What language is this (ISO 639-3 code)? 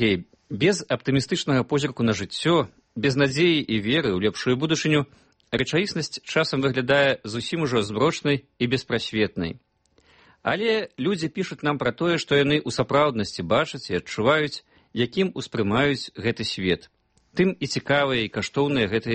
bel